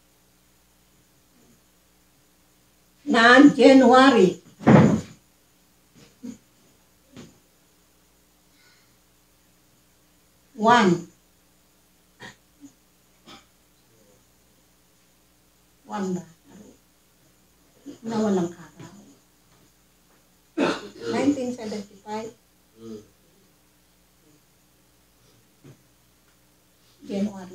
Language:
Filipino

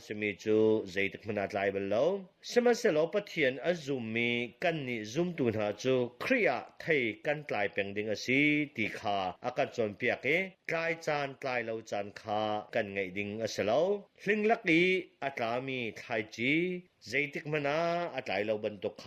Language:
Hakha Chin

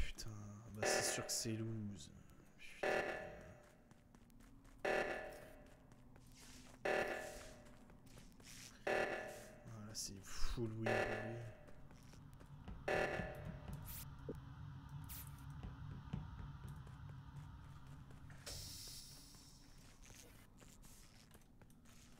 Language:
French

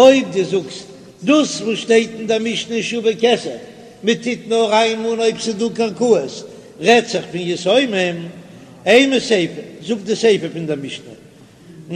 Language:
Yiddish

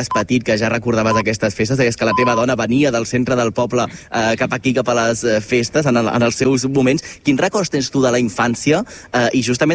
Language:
Catalan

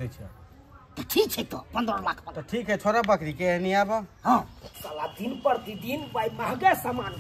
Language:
Maithili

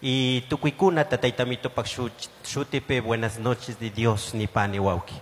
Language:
Chimborazo Highland Quichua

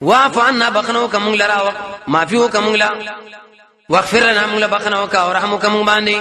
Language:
Pashto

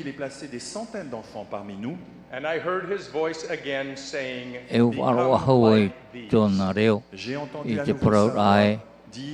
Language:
Tahitian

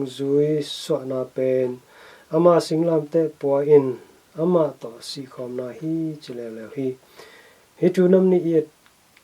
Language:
Tedim Chin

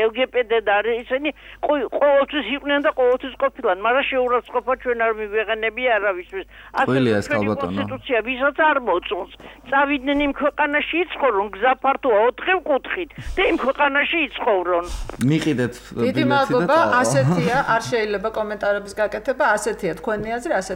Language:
Georgian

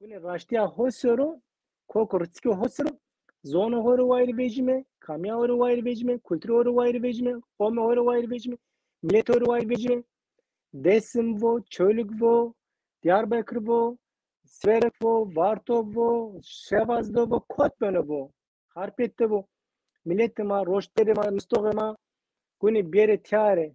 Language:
Zaza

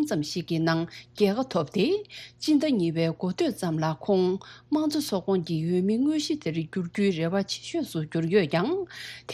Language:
Tibetan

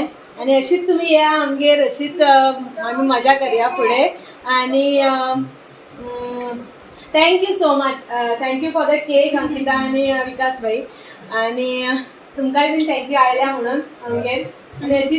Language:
Konkani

